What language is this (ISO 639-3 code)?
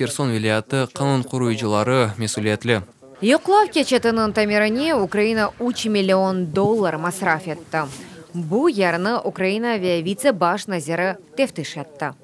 crh